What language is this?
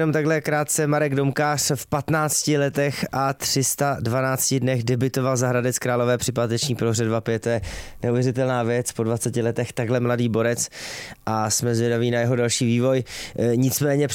Czech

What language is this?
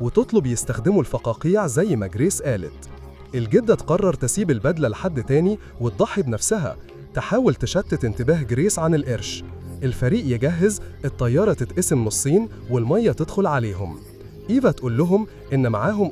Egyptian Arabic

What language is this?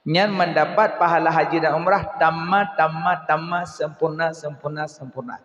Achinese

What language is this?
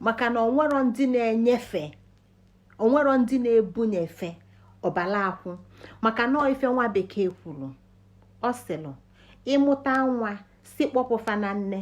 Igbo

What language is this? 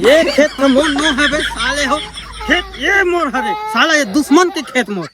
Chhattisgarhi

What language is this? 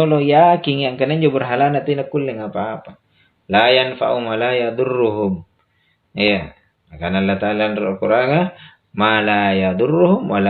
Makasar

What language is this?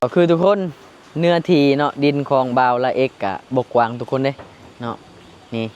Lao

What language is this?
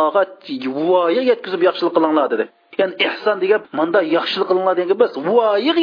Uyghur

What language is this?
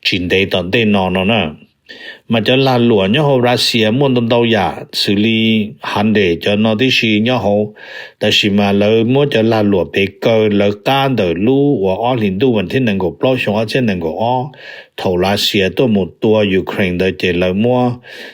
Hmong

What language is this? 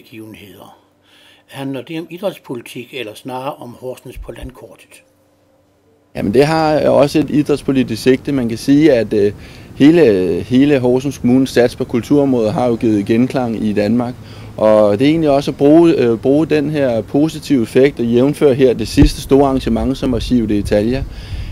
Danish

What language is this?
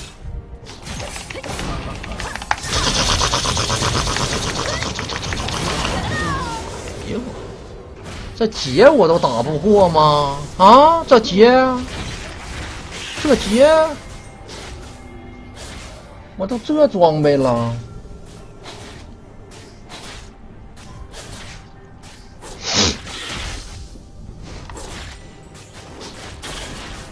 Chinese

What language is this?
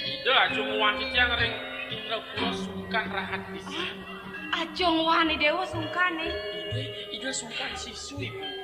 Balinese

